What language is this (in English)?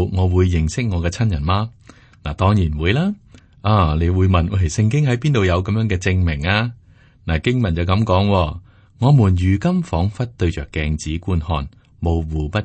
Cantonese